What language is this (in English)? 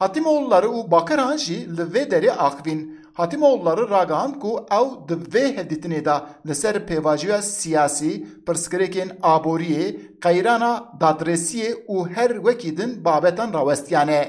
Kurdish